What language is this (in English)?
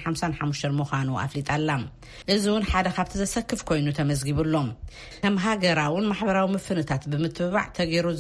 Tigrinya